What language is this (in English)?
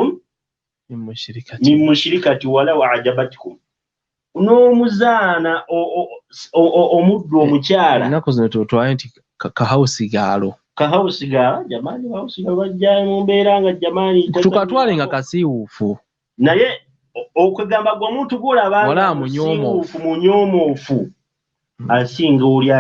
Ganda